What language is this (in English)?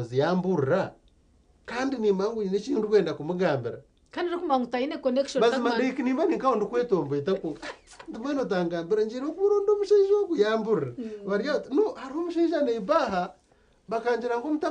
Nyankole